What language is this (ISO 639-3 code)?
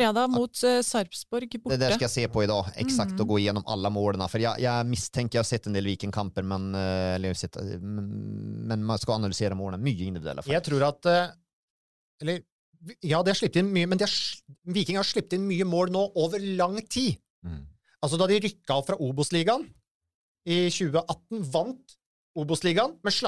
nor